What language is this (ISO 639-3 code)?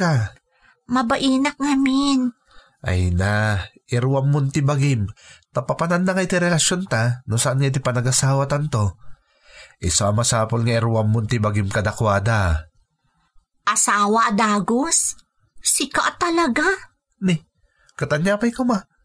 ilo